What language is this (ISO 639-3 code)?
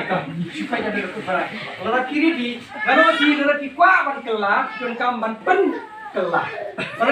kha